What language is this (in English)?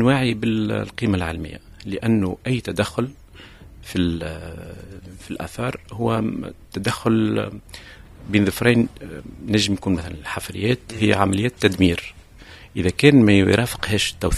Tunisian Arabic